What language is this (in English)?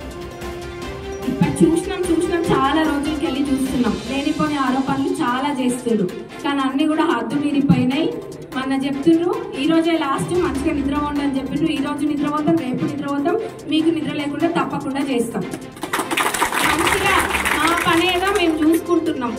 Telugu